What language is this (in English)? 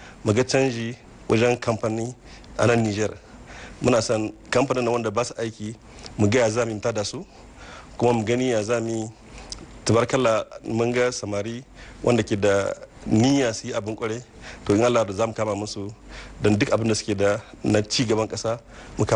Hausa